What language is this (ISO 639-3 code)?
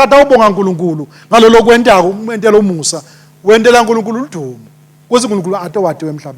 ssw